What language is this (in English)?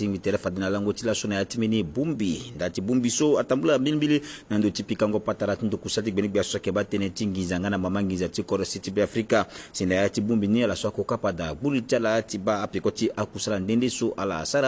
Sango